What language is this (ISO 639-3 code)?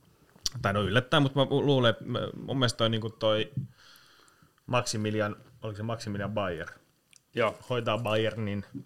fin